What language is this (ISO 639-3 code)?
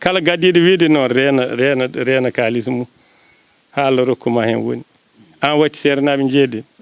ful